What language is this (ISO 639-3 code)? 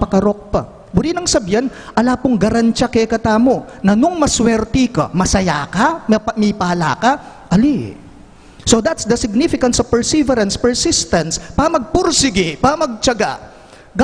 pam